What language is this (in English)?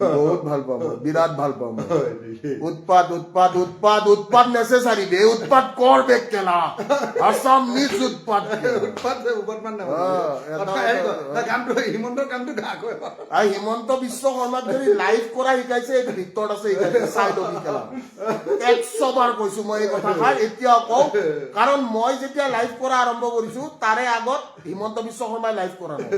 Assamese